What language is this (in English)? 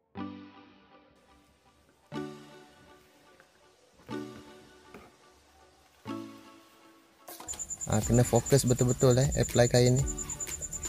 Malay